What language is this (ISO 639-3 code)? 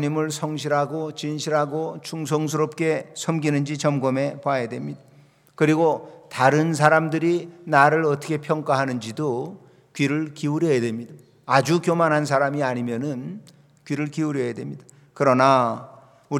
kor